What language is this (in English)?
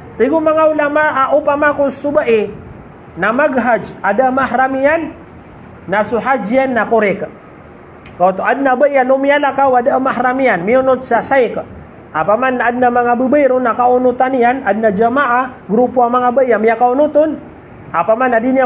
Maranao